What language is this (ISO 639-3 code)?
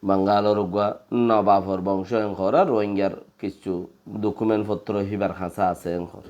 rhg